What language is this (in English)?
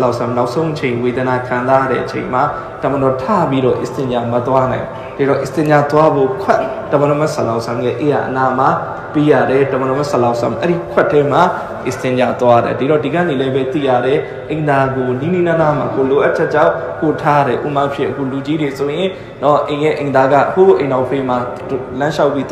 Burmese